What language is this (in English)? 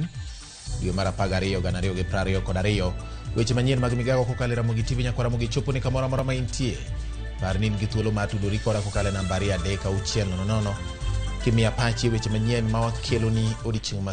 Luo (Kenya and Tanzania)